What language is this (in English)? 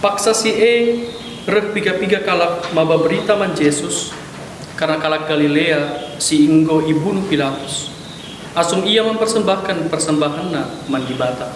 Batak Karo